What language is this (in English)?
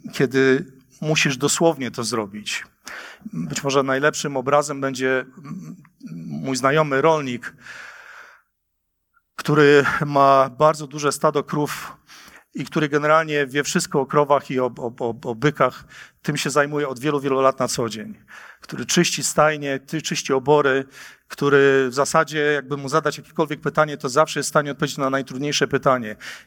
Polish